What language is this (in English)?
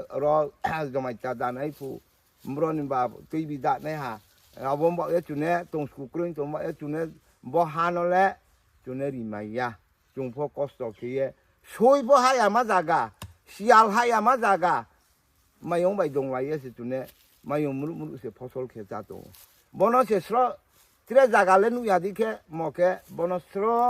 Riang (India)